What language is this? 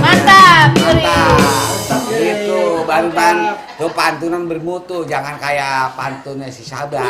Betawi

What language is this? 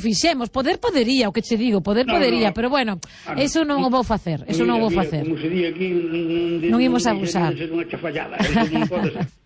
Galician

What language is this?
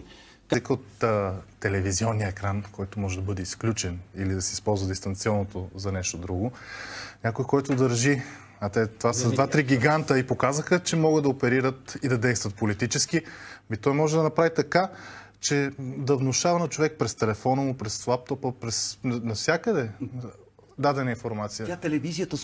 Bulgarian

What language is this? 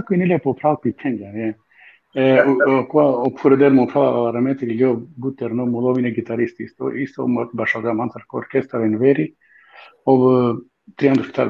Balkan Romani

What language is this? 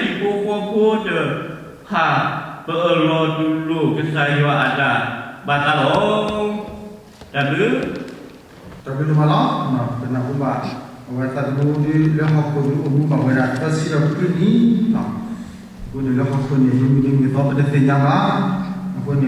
S'gaw Karen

